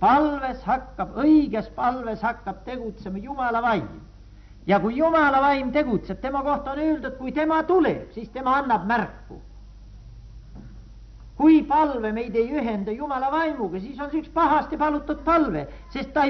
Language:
Estonian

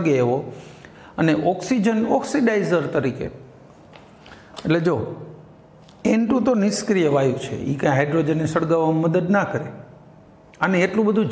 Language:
Gujarati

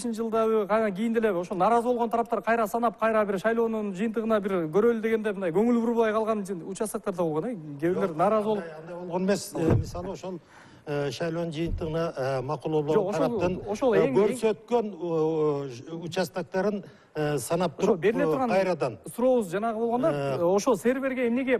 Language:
Kyrgyz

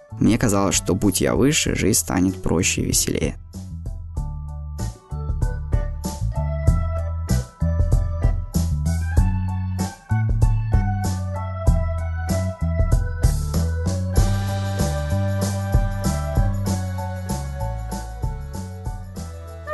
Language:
Russian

